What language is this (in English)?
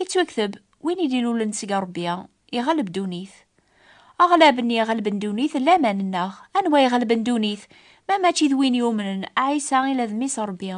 Kabyle